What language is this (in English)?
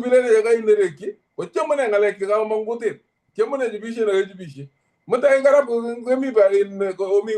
Kalenjin